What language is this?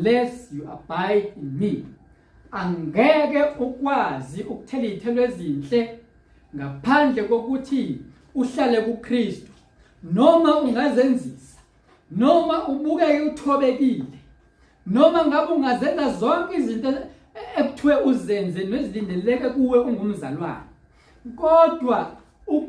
Zulu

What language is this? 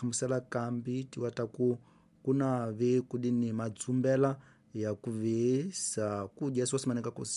Tsonga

